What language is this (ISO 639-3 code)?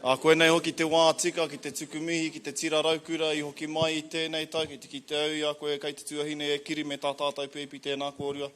mri